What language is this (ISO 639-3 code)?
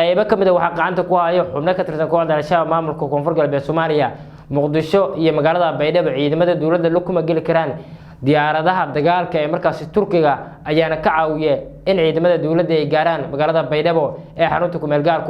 som